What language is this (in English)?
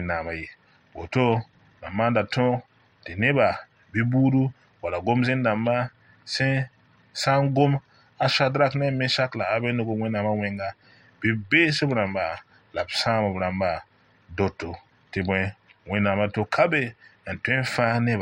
Mossi